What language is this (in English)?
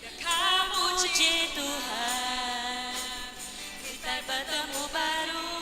Iban